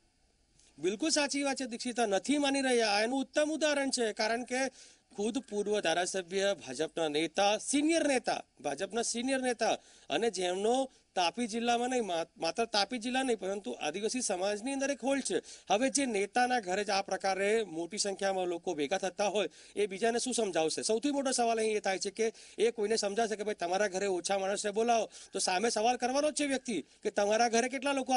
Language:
Gujarati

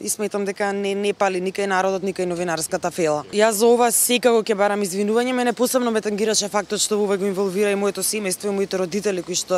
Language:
Macedonian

